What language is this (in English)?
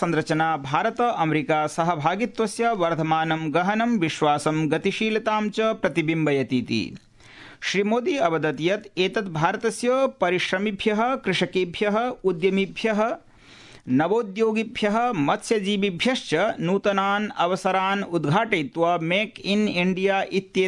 Sanskrit